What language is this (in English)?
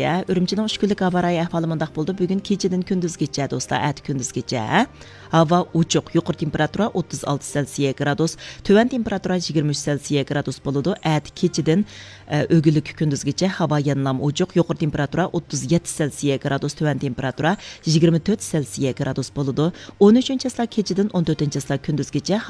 Uyghur